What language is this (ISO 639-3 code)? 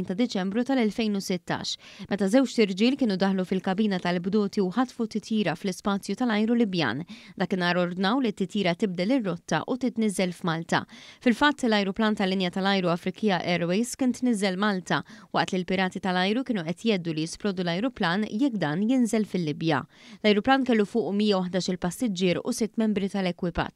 mlt